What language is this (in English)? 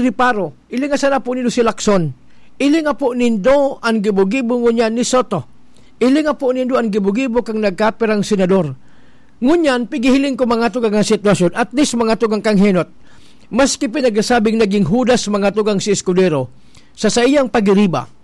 Bikol